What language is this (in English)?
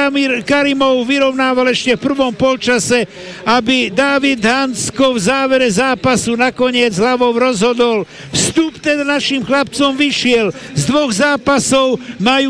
Slovak